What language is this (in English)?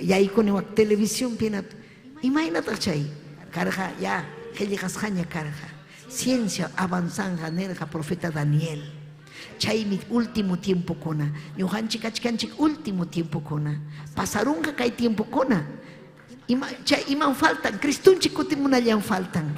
Ayacucho Quechua